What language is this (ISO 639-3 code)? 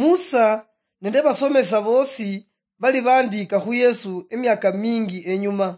luy